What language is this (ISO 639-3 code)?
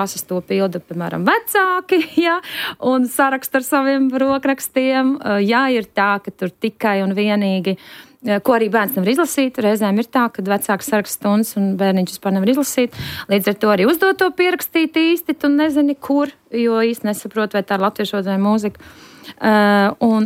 lav